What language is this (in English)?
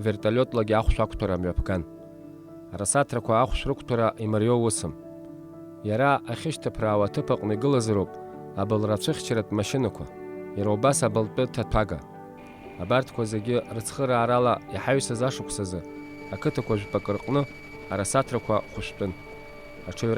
Abkhazian